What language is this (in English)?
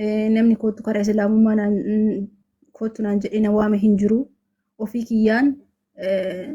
Oromo